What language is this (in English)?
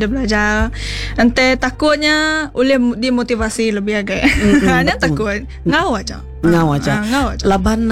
Iban